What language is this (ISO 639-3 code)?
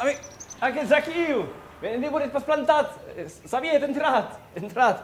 oci